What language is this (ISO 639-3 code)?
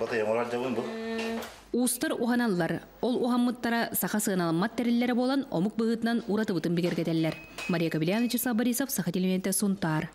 sah